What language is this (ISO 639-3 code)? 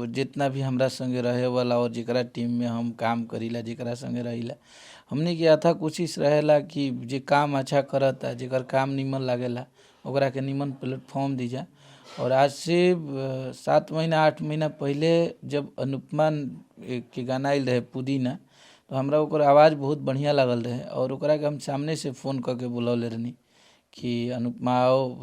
bho